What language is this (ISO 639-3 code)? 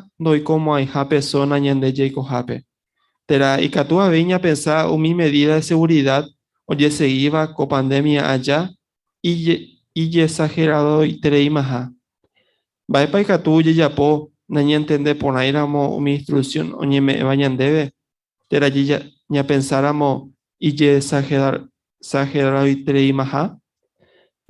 grn